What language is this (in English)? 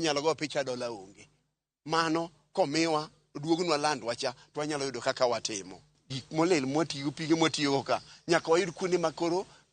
Luo (Kenya and Tanzania)